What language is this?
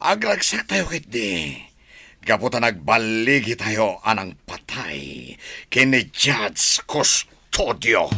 Iloko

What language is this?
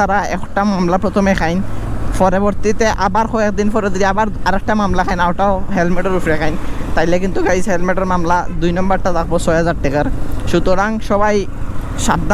Sylheti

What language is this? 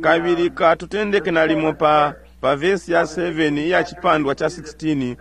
Bemba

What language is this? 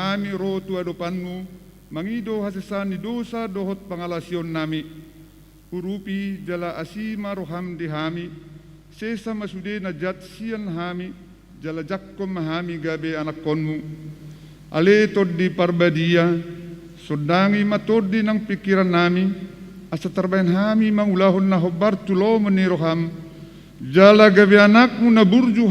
Batak Toba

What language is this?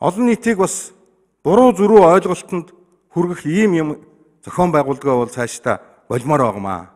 Mongolian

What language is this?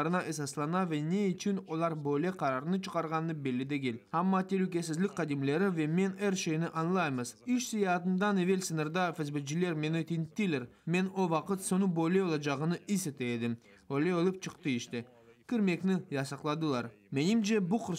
Crimean Tatar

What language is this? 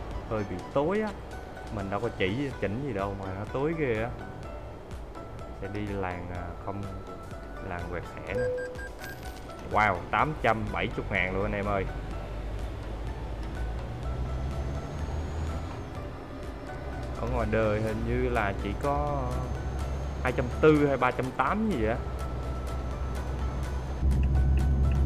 Vietnamese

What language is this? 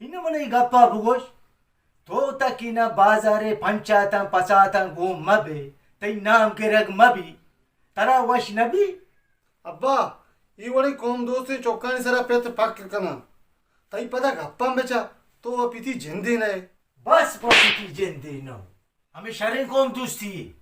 Baluchi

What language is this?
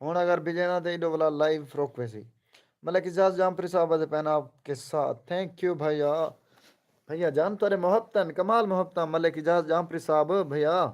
Saraiki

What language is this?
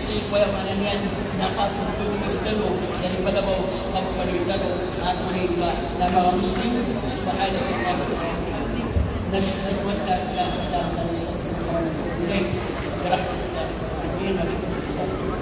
Maranao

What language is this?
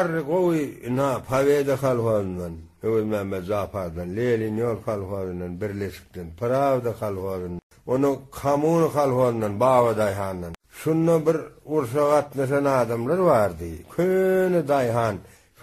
Turkmen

